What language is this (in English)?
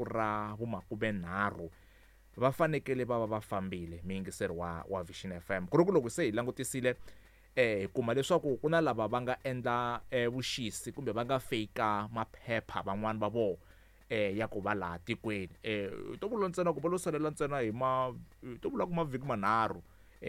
Tsonga